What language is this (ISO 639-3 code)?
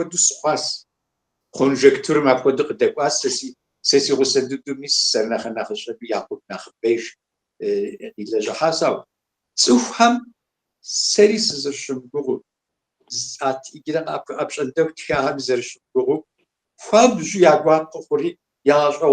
kbd